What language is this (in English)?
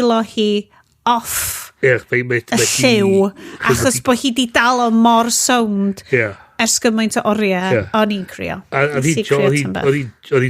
Welsh